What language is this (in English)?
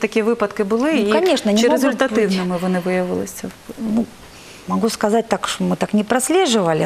Ukrainian